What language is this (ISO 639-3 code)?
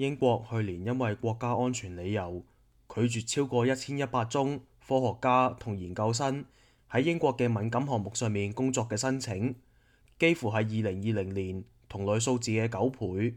yue